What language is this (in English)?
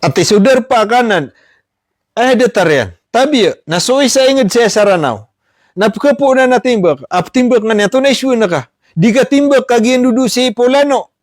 Maranao